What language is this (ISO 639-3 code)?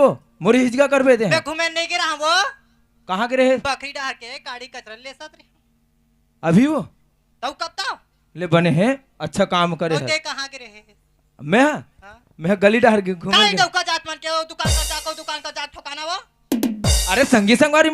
hne